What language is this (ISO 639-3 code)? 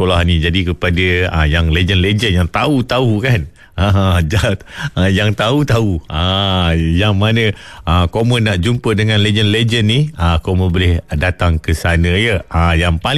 msa